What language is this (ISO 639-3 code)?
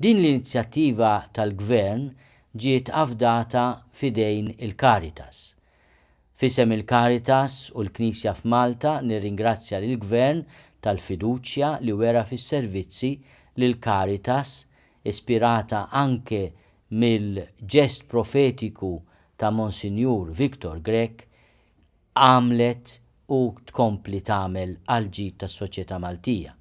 mlt